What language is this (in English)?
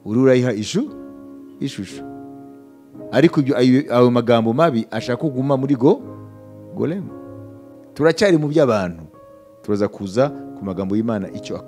Kinyarwanda